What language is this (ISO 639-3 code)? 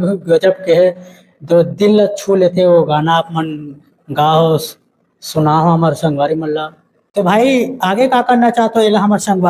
hne